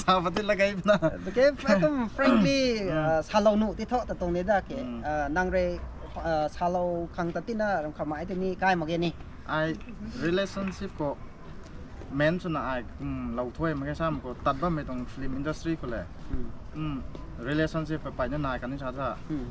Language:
Rongmei Naga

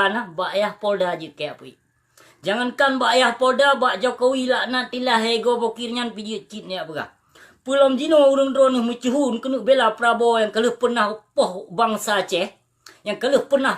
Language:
Achinese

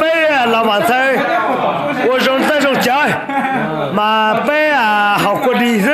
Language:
Hmong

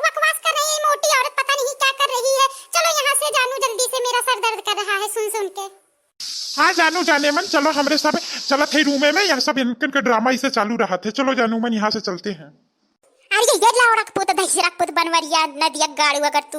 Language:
Awadhi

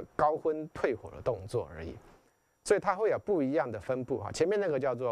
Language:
Chinese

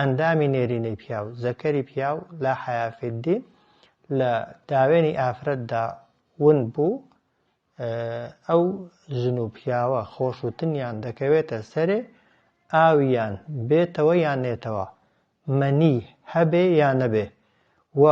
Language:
Central Kurdish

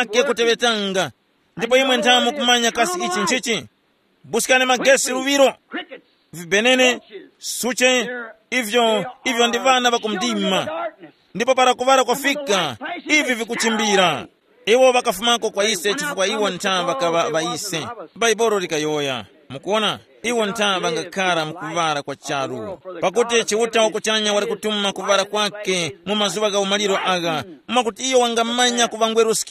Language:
Tumbuka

